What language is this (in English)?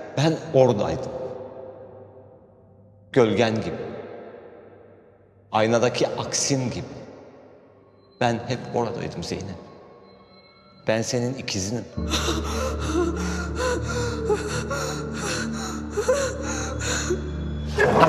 Turkish